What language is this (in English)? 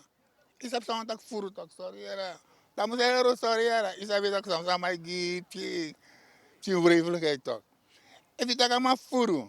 Sranan Tongo